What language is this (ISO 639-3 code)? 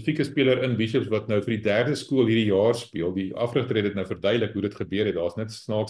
afr